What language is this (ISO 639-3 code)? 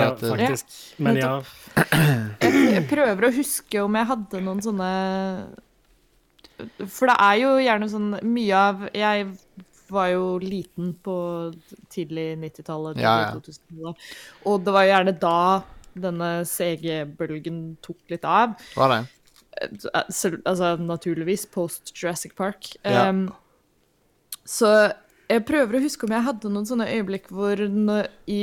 nor